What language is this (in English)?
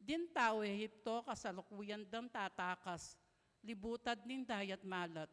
Pampanga